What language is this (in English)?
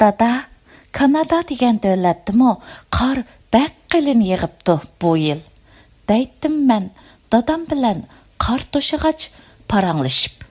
Uyghur